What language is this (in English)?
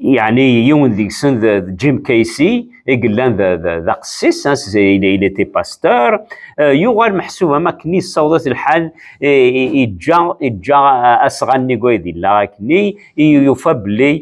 Kabyle